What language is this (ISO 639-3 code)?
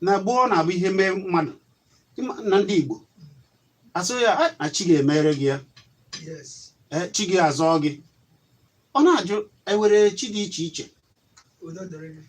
ibo